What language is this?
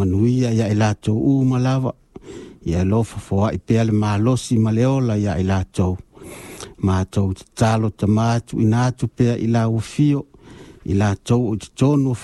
Samoan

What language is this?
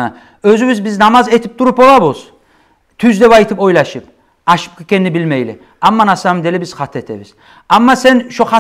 Kumyk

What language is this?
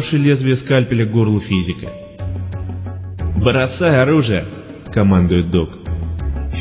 Russian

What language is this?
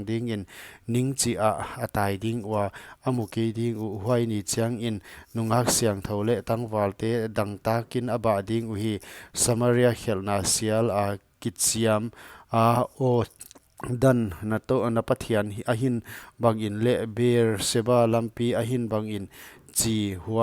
Paite Chin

